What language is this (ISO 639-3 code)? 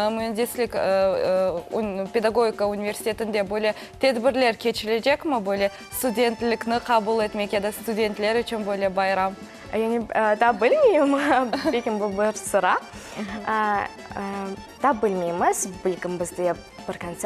crh